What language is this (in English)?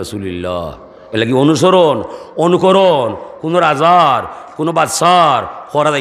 Sylheti